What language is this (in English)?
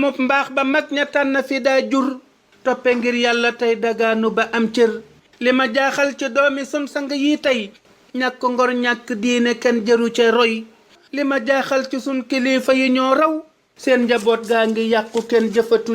Wolof